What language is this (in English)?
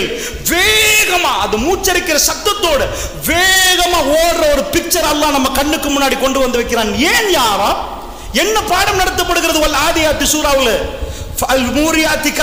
Tamil